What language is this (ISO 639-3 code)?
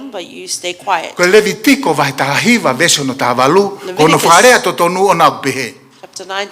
ton